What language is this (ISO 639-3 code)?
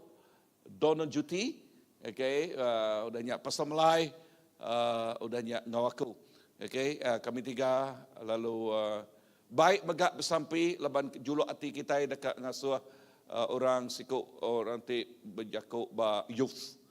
iba